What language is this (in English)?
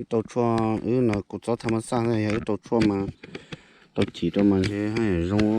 Hmong